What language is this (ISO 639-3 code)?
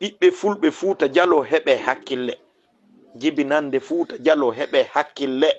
ful